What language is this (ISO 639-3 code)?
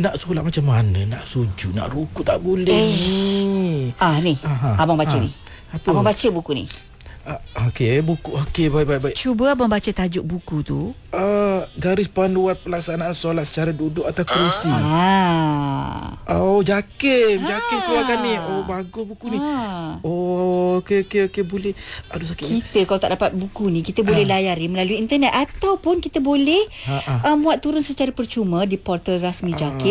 msa